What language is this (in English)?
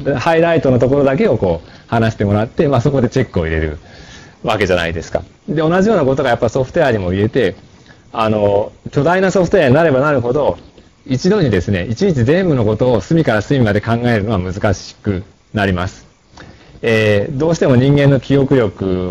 Japanese